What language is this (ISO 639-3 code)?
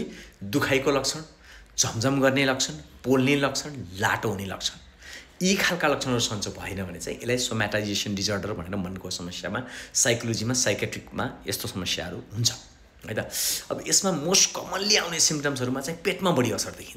nep